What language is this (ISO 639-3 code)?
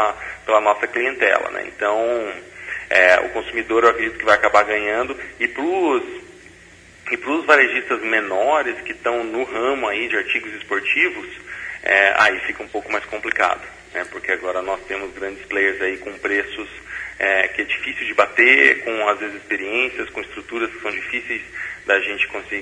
por